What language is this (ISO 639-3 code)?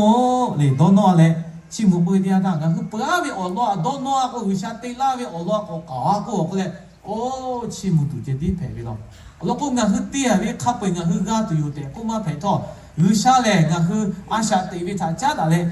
lhu